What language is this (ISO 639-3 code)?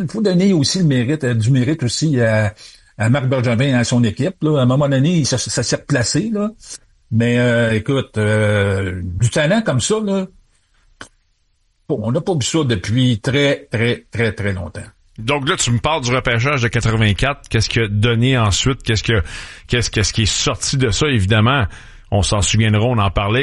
fra